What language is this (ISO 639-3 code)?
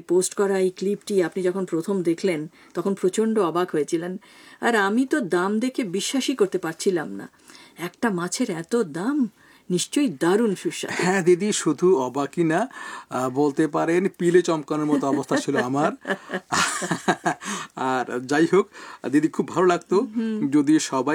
ben